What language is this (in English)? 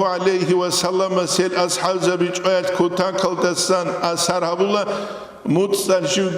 Avaric